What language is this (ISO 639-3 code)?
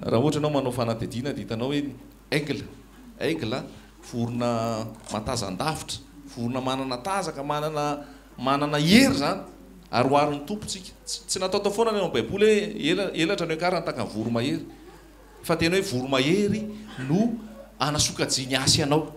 mlg